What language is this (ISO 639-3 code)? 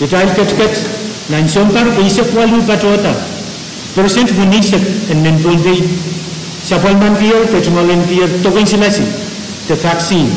pon